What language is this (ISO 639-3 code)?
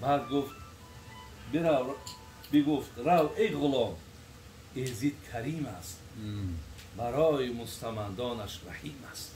tgk